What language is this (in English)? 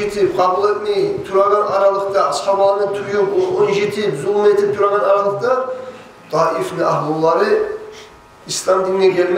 Kumyk